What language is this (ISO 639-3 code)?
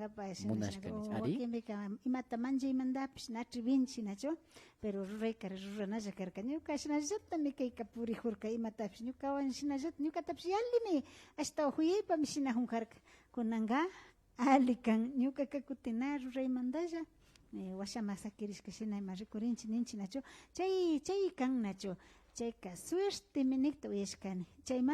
qvi